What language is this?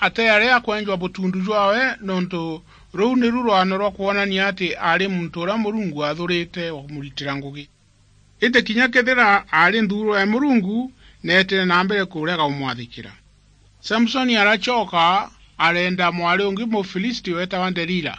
Meru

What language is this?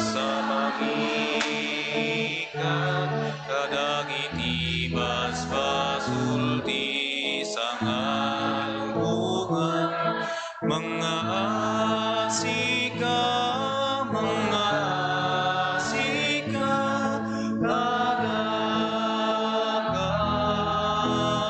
Iloko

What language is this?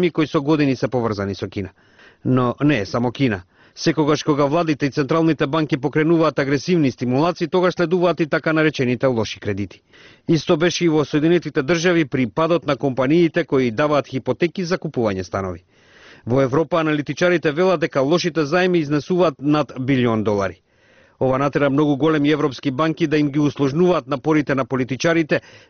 Macedonian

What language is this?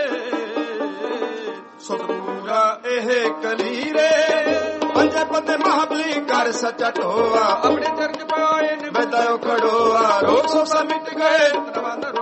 Punjabi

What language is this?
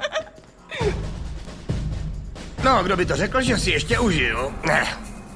Czech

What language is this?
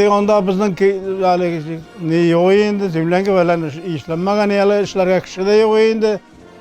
Bashkir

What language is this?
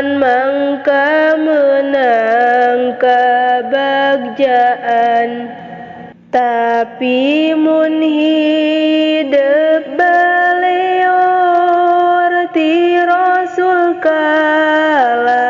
Sundanese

